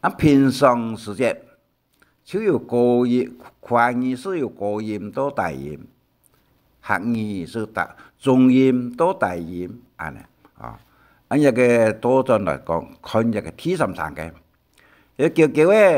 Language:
Hakka Chinese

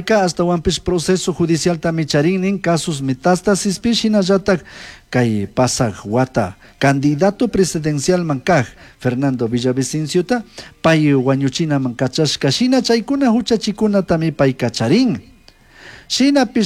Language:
Chimborazo Highland Quichua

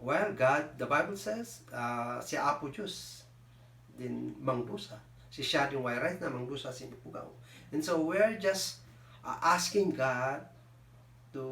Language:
Kankanaey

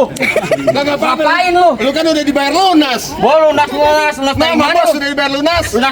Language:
Betawi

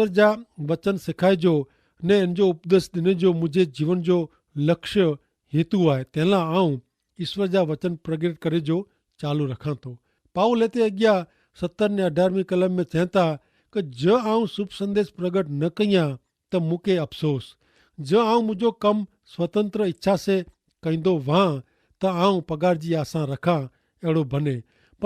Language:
Kachhi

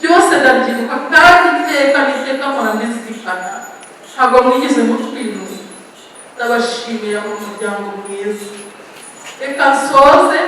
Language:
Kinyarwanda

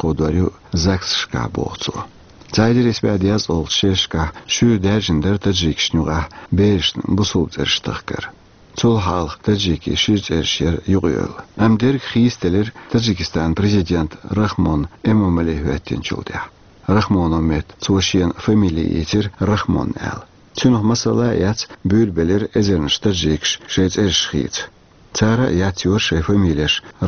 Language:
Chechen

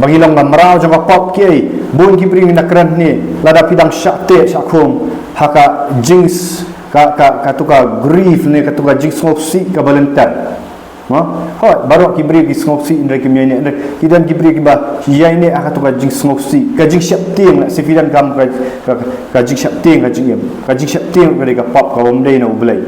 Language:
Khasi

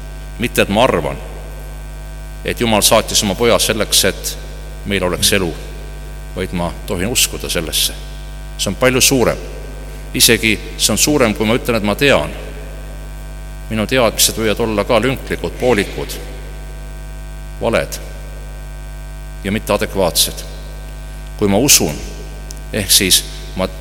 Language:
Estonian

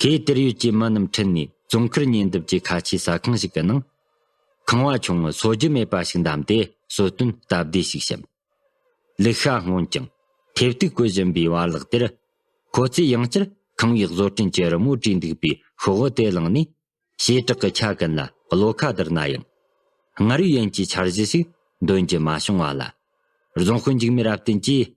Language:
Tibetan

